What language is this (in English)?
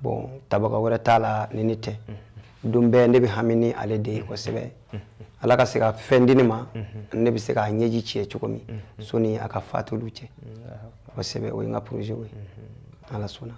Bambara